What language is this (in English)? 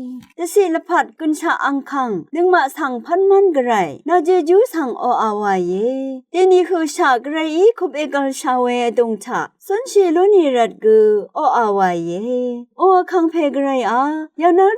Rawang